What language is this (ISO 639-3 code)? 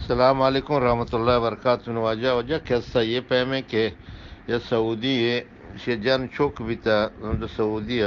bgp